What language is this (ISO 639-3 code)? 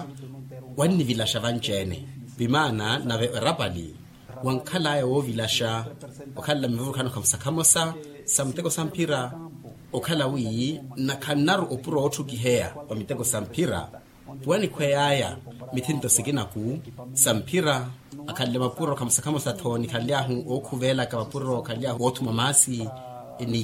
vmw